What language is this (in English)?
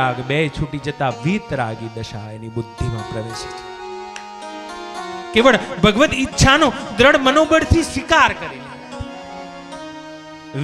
Gujarati